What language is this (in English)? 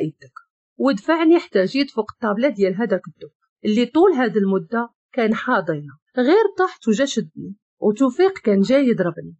Moroccan Arabic